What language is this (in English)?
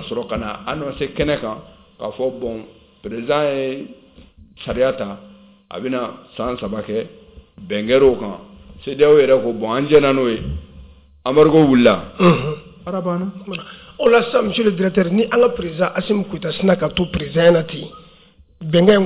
Bambara